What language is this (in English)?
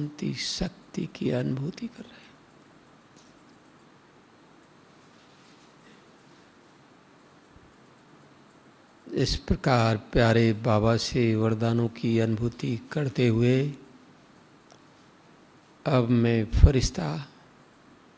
Hindi